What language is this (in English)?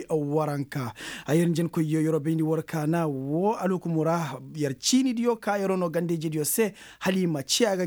Koyraboro Senni